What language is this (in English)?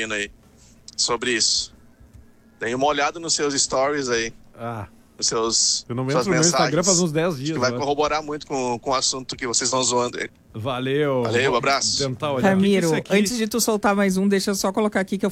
Portuguese